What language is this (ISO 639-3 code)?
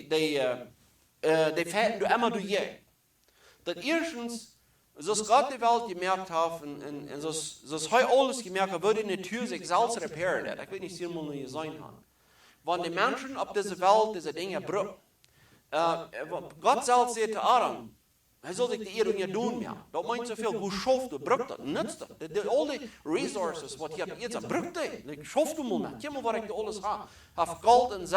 pdt